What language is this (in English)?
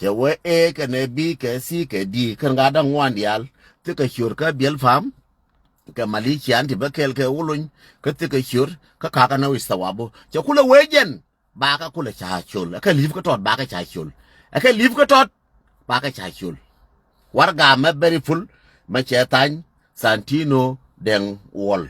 Nuer